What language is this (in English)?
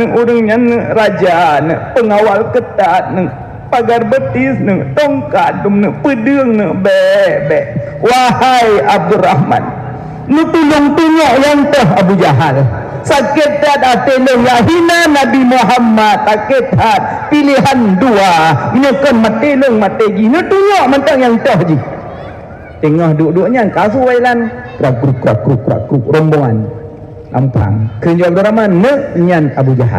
Achinese